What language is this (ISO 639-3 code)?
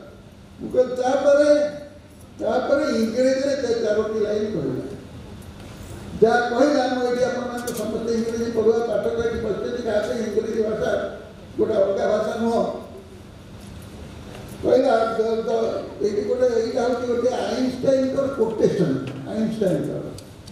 ori